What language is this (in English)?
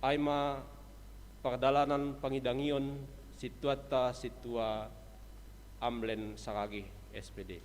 Batak Simalungun